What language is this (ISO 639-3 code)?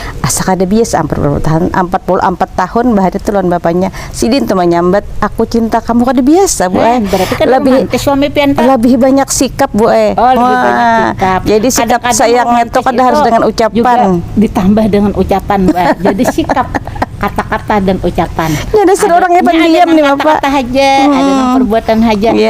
bjn